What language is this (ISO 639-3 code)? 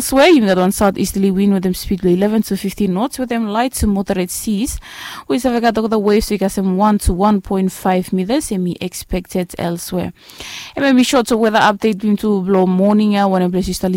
bis